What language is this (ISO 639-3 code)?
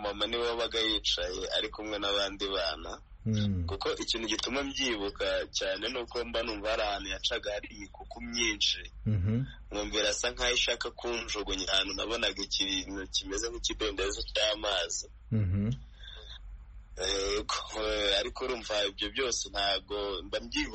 kin